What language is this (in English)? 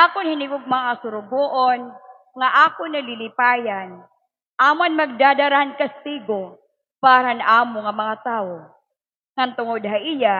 Waray